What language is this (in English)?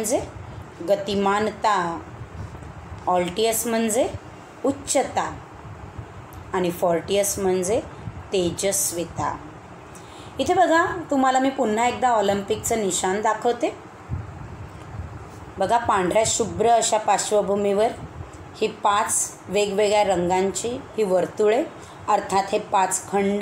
Marathi